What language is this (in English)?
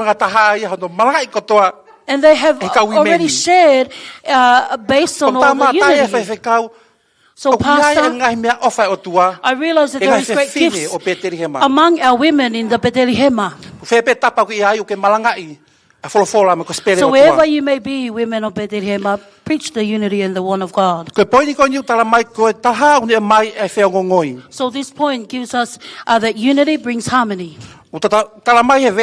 Tongan